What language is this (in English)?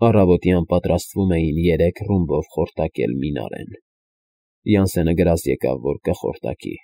Armenian